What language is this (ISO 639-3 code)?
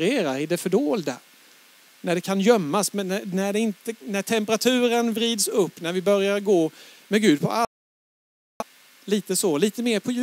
swe